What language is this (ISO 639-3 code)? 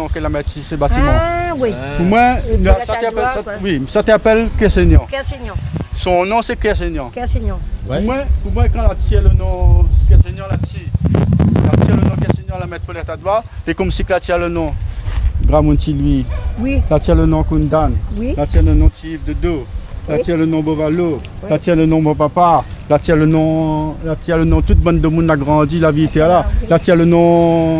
rcf